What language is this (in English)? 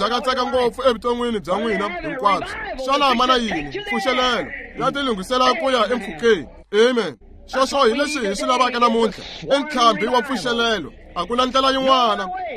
Tsonga